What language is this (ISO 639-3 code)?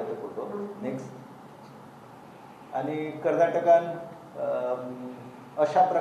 kok